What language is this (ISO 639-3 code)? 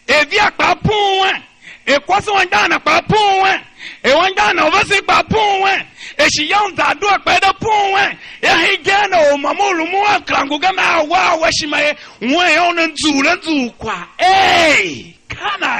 tiv